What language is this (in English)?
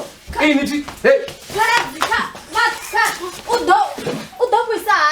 Venda